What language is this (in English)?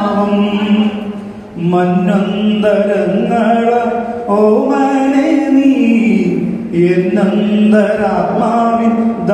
Malayalam